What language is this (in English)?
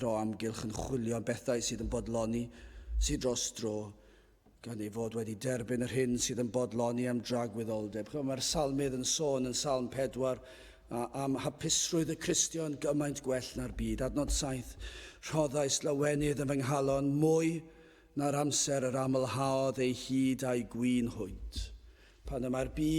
Welsh